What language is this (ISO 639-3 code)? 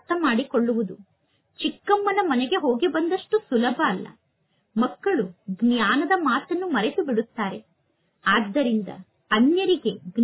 kan